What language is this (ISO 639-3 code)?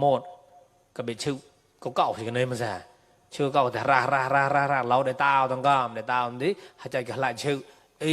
mnw